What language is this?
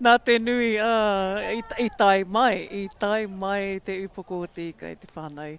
Māori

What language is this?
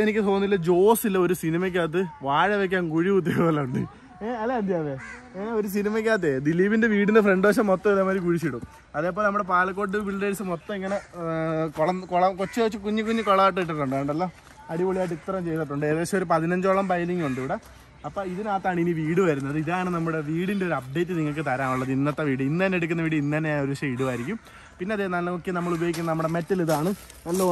Malayalam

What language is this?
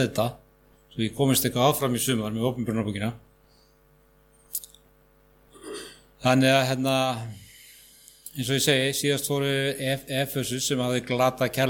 Icelandic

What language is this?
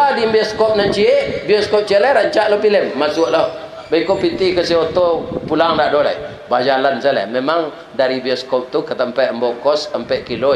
Minangkabau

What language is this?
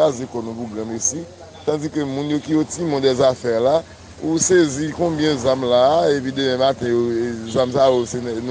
Haitian Creole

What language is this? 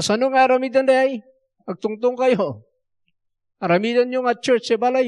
Iloko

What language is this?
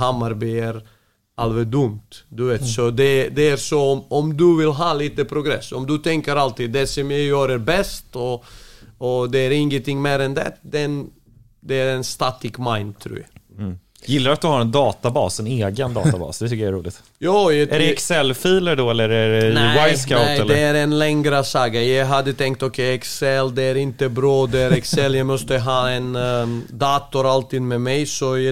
Swedish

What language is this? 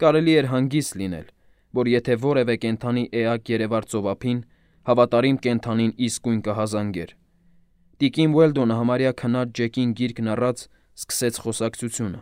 Armenian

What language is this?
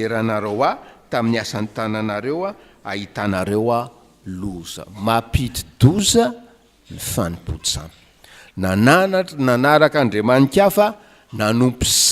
Malagasy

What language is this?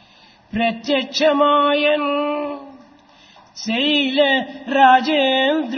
Telugu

